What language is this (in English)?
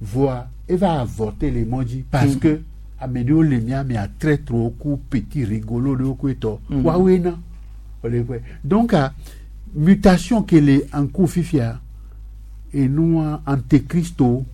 Gen